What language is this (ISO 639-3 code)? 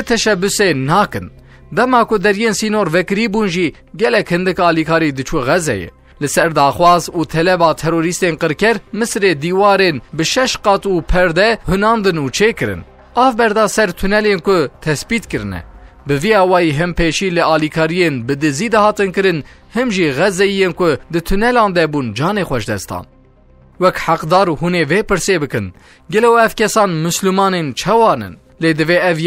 kur